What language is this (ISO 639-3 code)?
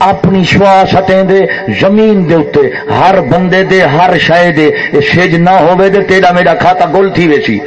skr